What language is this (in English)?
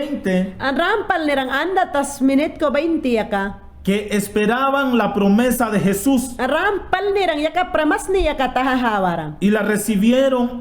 Mayangna